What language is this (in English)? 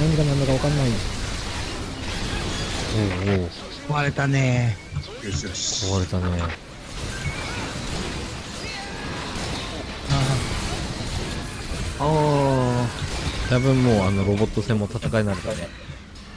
Japanese